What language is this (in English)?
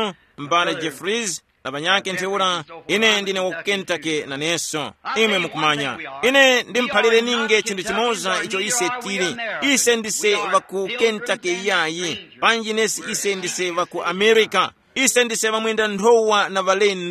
Tumbuka